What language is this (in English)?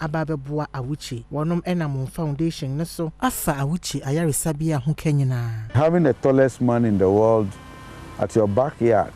Akan